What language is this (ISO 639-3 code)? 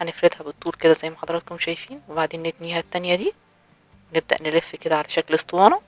arz